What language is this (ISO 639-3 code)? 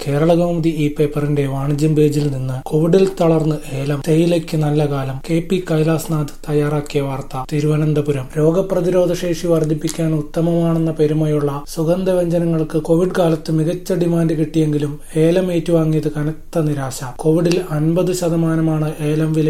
mal